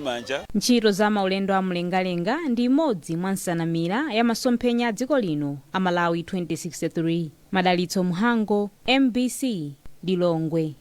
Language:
Nyanja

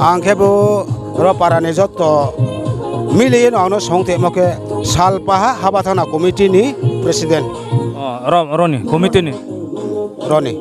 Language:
Riang (India)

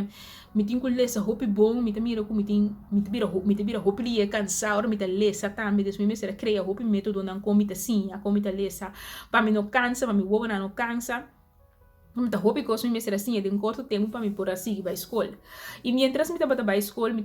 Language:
Papiamento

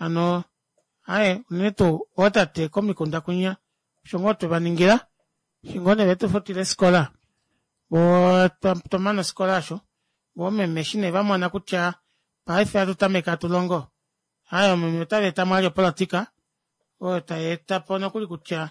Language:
Kuanyama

